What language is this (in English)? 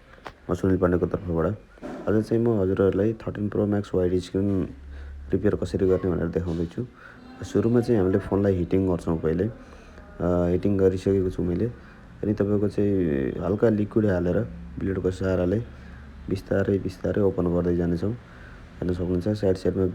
Nepali